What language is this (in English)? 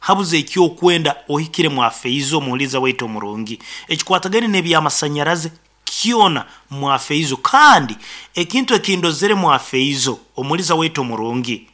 Nyankole